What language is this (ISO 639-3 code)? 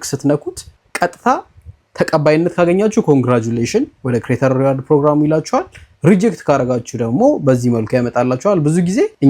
amh